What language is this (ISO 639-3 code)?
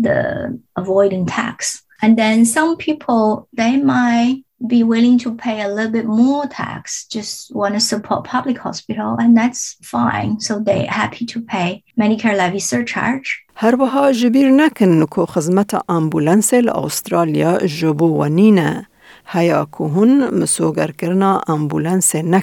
kur